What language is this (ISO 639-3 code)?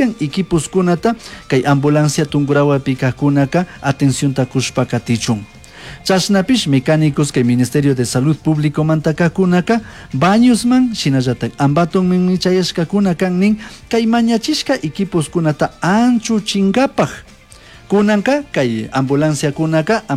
qug